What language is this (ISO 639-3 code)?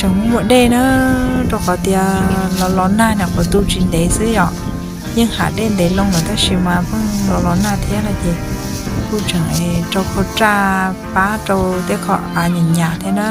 hmn